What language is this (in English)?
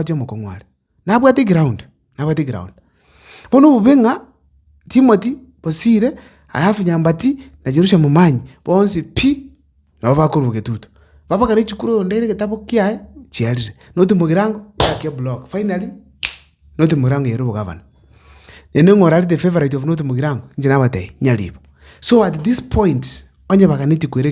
Gusii